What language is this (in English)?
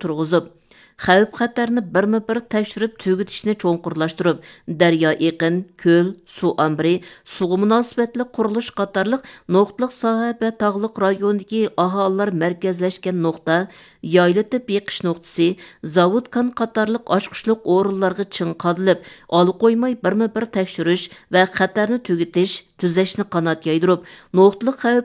Uyghur